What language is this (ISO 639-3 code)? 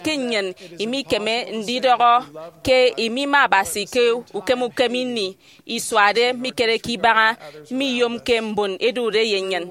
efi